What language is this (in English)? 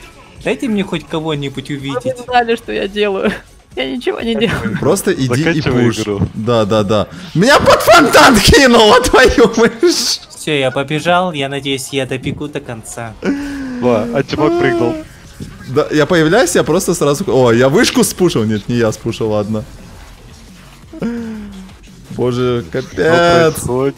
Russian